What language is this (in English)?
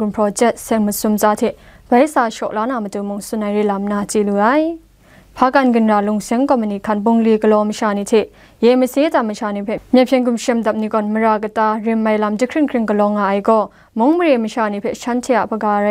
Kachin